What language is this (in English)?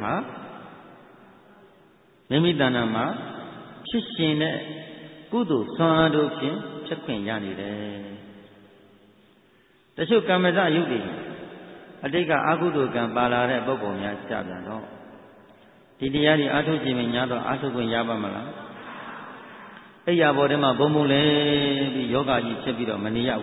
Burmese